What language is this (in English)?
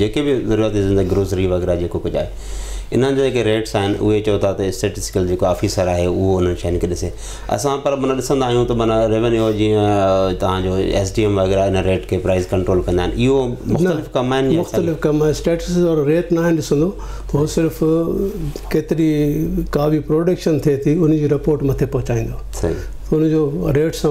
Sindhi